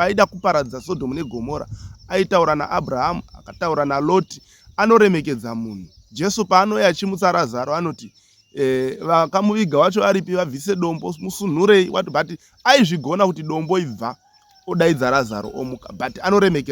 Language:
Shona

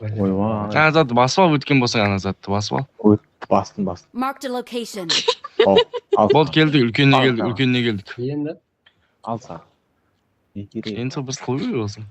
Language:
Kara-Kalpak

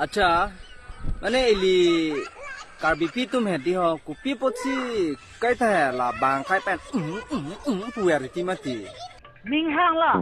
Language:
Karbi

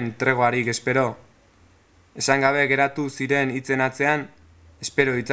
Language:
Basque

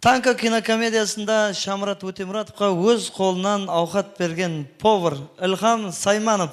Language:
Kara-Kalpak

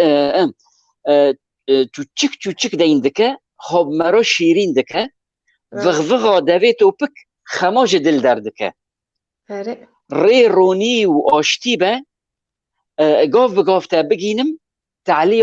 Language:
Kurdish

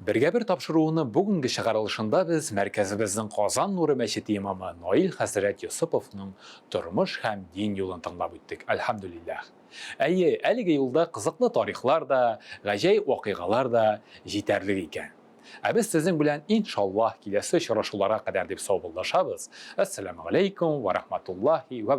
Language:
Tatar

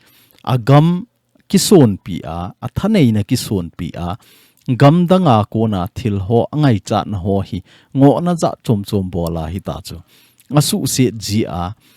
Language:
Thado Chin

